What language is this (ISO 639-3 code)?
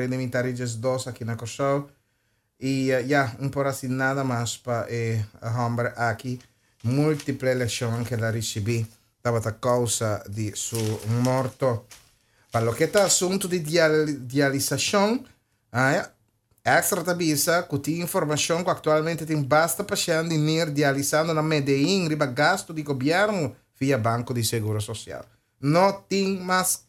pap